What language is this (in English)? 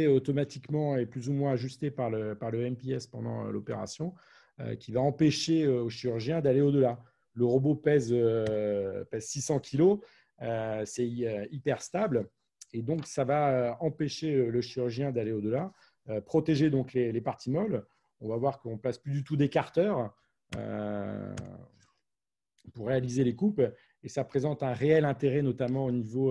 French